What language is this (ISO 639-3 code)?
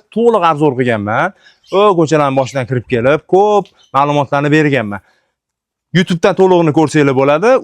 uzb